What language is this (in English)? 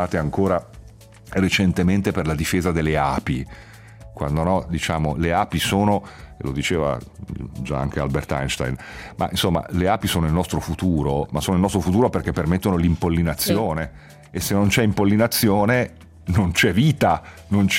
Italian